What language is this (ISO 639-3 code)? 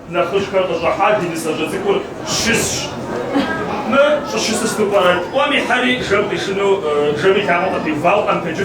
kbd